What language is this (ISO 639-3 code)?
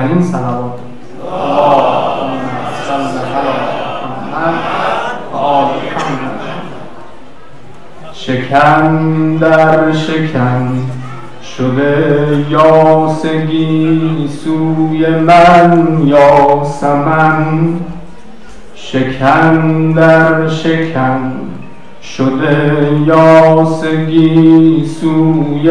fas